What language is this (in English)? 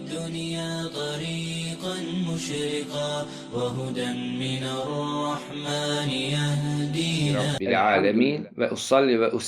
Bosnian